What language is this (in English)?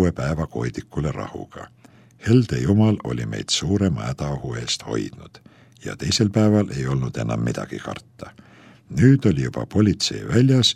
Estonian